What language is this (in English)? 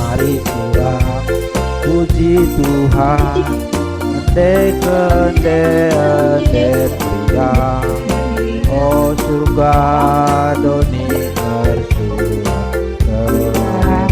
Batak Karo